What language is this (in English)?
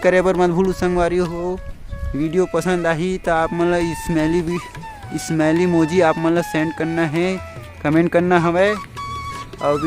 Chhattisgarhi